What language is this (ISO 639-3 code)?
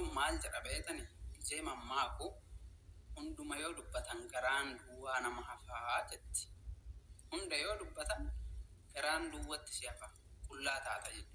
orm